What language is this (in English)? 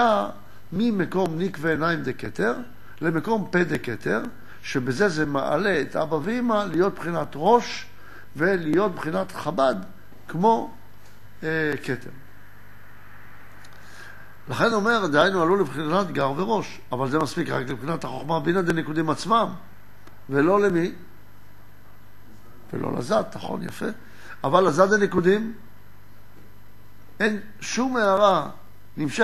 Hebrew